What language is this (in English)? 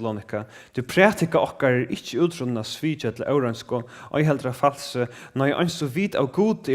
Faroese